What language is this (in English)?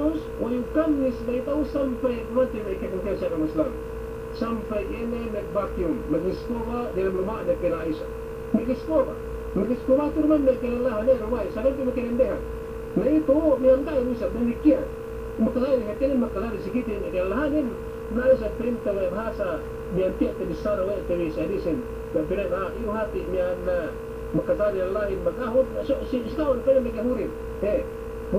Yakan